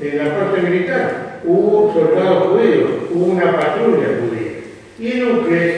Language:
Ladino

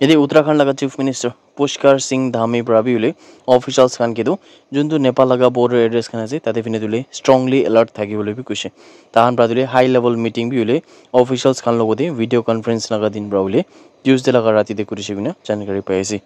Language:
Naga Pidgin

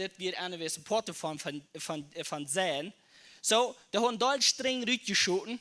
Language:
Plautdietsch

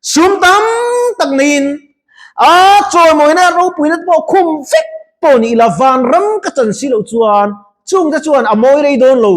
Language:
Mizo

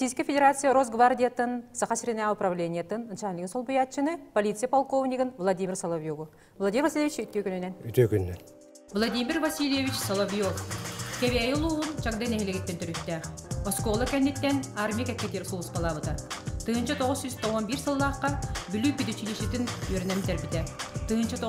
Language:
Yakut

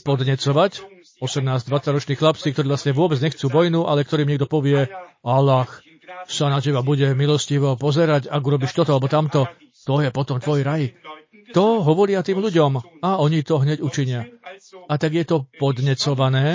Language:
Slovak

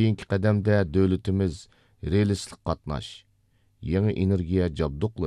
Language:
Uyghur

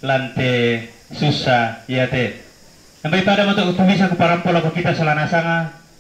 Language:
Toraja-Sa'dan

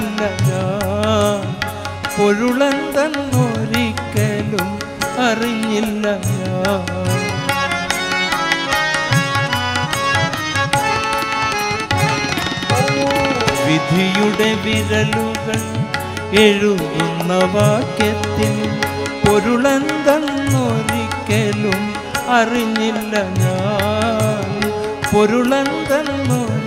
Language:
Malayalam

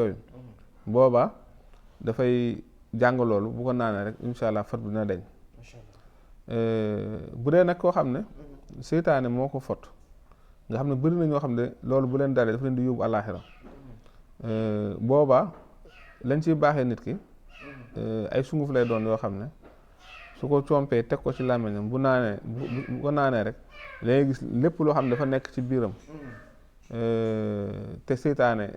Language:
Wolof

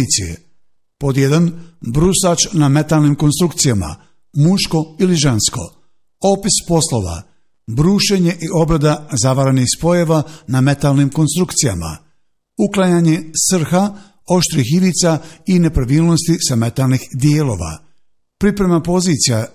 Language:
Bosnian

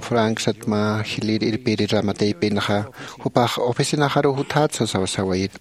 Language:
Aymara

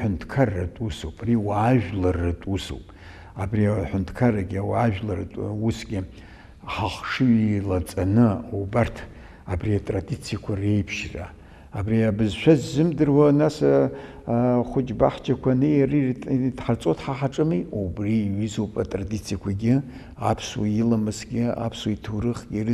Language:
Abkhazian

